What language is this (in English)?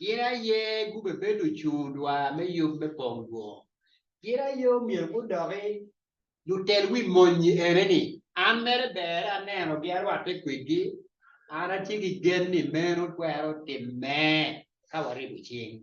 Acoli